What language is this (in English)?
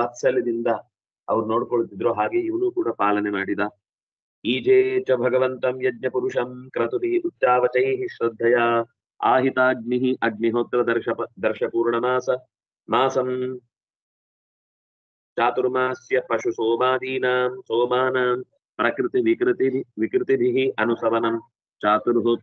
Kannada